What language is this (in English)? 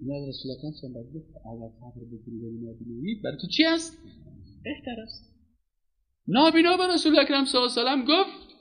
Persian